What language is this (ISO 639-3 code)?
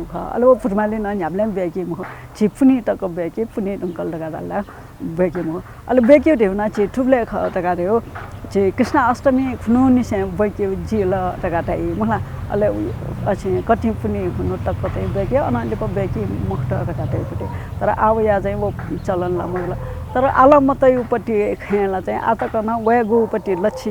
new